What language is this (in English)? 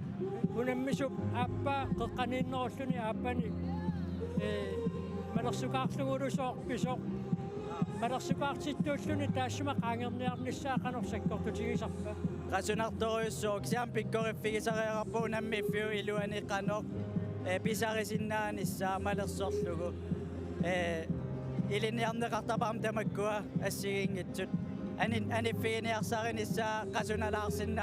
Kalaallisut